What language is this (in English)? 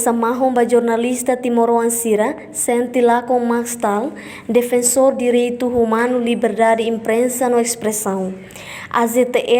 Tetum